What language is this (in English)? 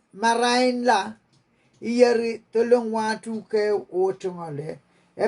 Pohnpeian